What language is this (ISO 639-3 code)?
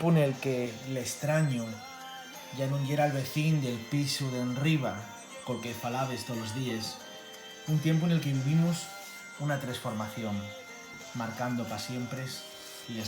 ast